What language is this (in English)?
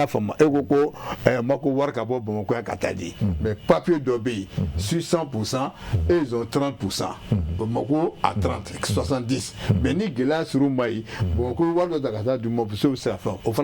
Bambara